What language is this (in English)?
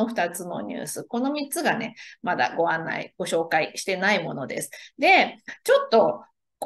Japanese